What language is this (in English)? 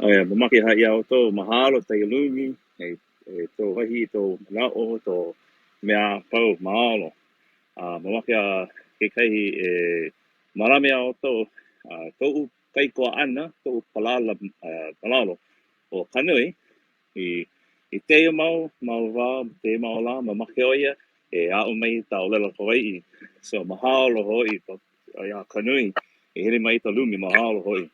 Hawaiian